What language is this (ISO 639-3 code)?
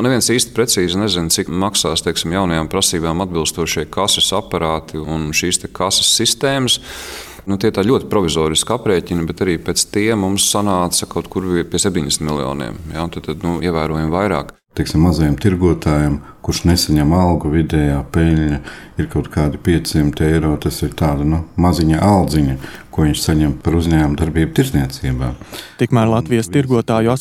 lav